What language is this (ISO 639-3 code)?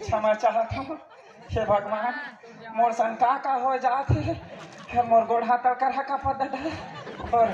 hne